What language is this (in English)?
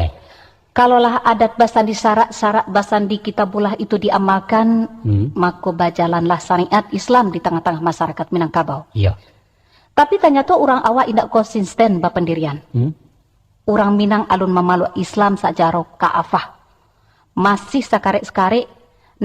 Minangkabau